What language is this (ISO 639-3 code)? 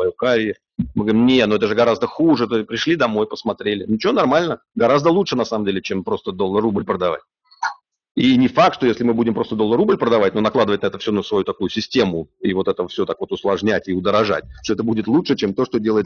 rus